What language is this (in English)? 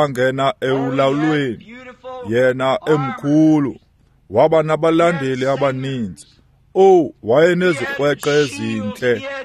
Xhosa